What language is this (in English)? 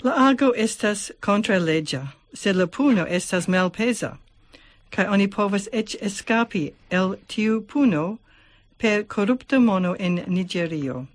Esperanto